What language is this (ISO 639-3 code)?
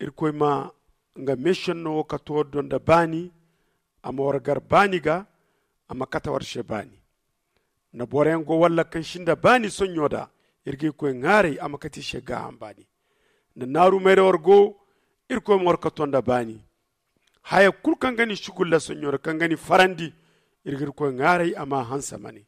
dje